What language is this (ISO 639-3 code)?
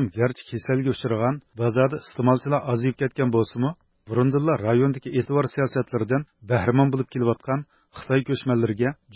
uig